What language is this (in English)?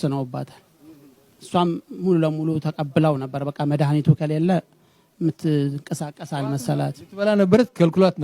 Amharic